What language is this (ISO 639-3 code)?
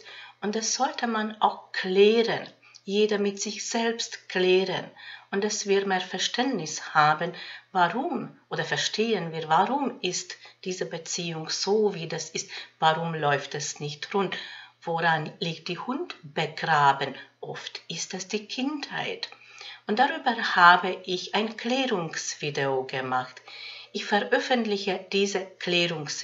deu